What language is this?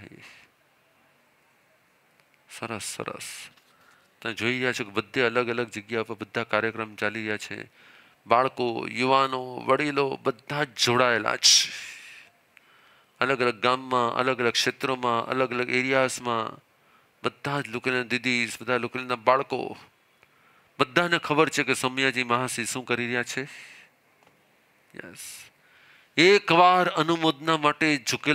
Gujarati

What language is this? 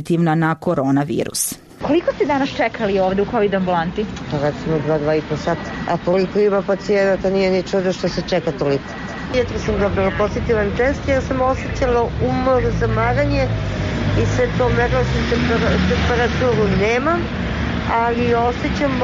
Serbian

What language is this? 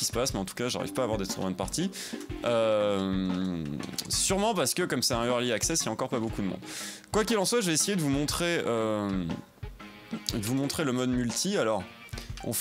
French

